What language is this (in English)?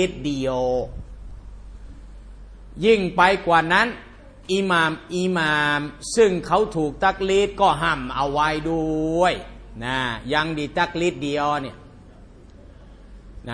Thai